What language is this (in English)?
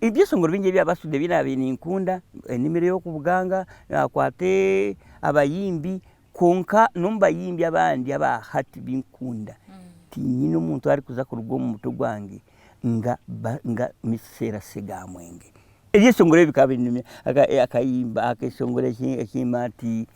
Nyankole